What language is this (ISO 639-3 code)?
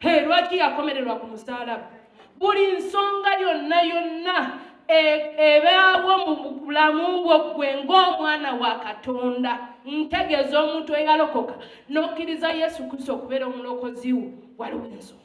lug